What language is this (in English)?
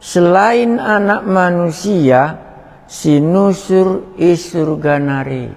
Batak Karo